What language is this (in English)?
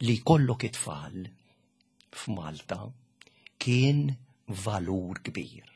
Maltese